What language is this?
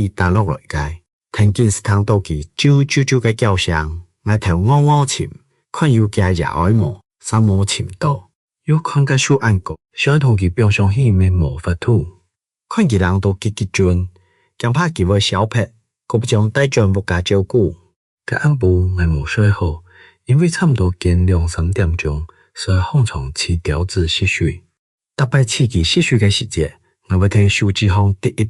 Hakka Chinese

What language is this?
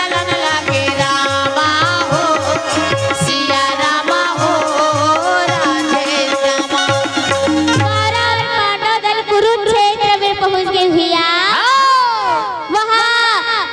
Chhattisgarhi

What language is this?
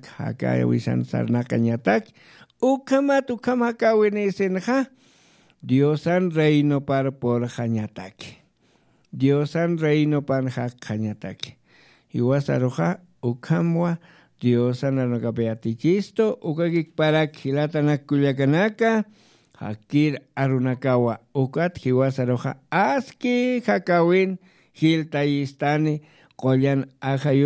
Aymara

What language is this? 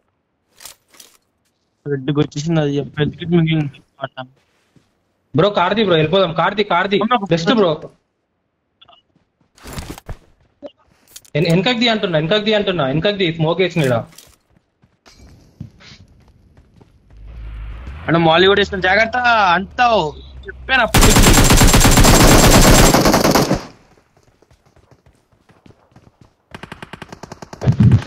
Telugu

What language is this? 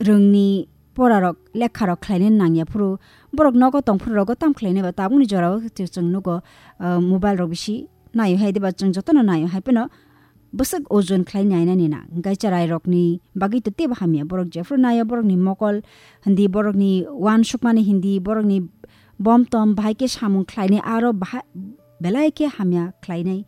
Kok Borok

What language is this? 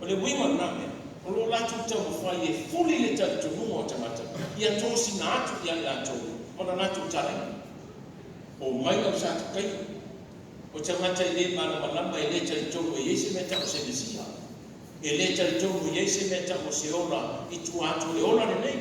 Samoan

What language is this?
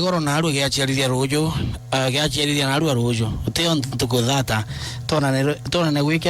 Meru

